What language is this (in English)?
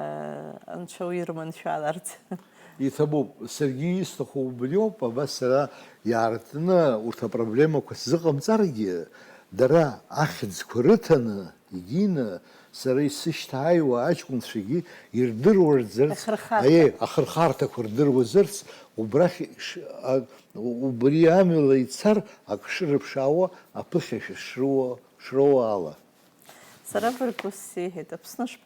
Abkhazian